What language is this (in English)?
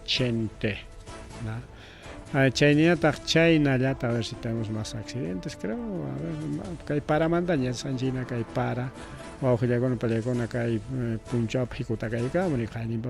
Ayacucho Quechua